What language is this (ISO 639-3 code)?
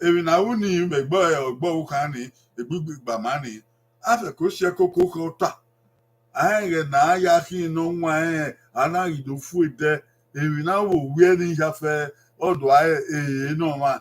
bin